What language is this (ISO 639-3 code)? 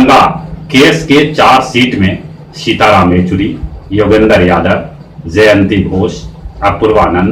mag